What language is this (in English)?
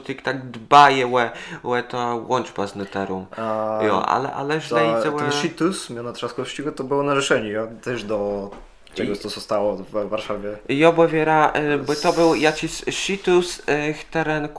Kashubian